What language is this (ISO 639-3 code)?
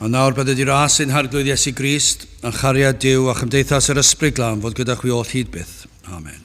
cym